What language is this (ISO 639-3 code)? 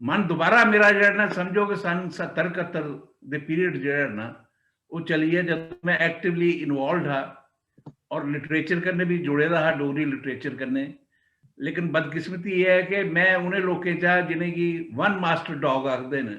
doi